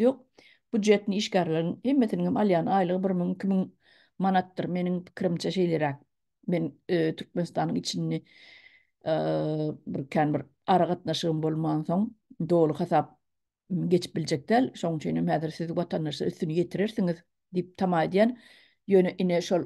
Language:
Turkmen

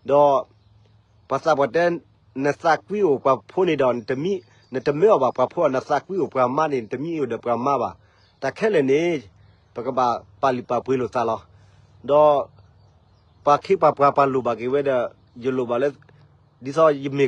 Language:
S'gaw Karen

